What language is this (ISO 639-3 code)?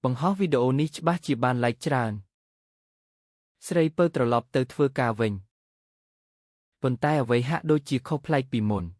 khm